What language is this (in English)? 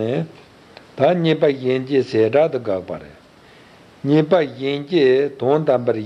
Tibetan